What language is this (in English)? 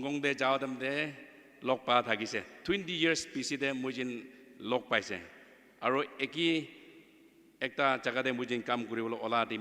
Naga Pidgin